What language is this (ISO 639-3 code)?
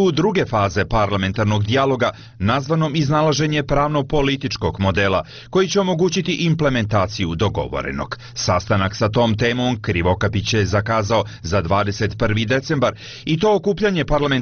srp